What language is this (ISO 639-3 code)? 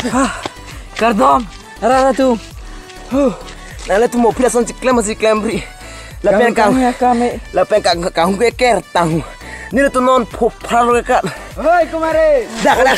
mjw